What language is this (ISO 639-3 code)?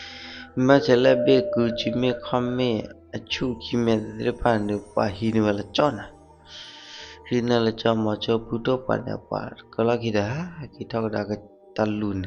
ksw